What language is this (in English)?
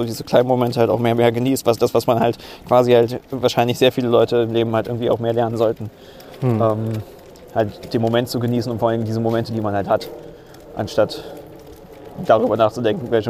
German